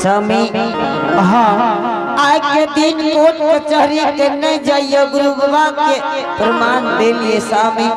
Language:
Angika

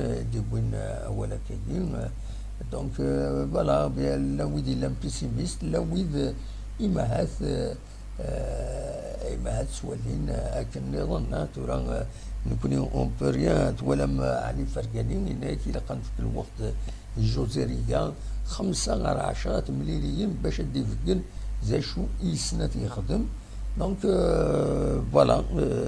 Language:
Kabyle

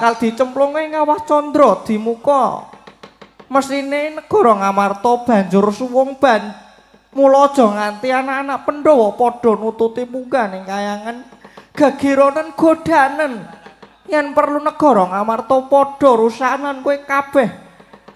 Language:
Javanese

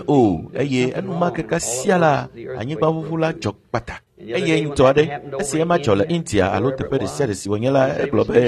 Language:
Ewe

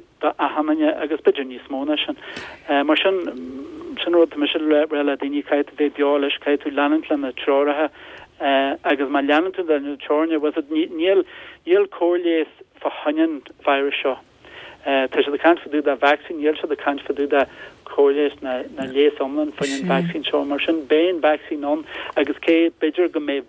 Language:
Irish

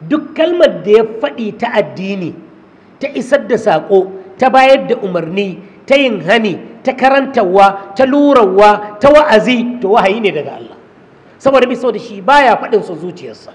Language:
Hausa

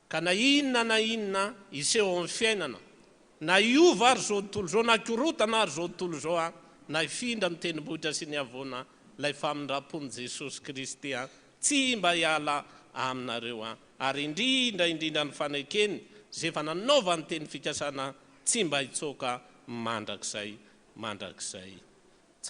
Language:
Malagasy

